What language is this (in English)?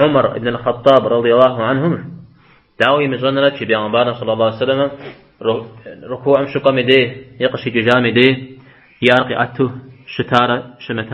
Kabardian